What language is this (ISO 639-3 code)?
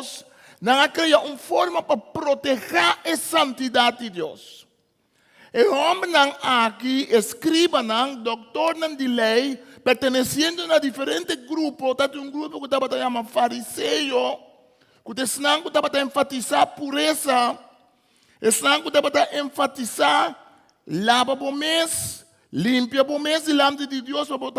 pap